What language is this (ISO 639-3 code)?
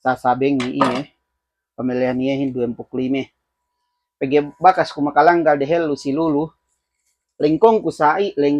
yka